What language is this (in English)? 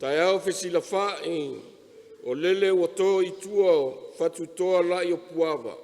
Samoan